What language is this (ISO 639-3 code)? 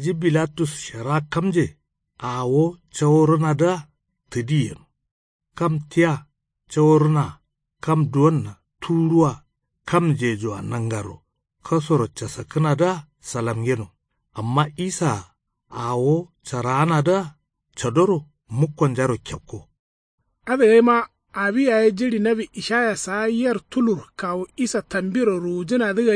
kau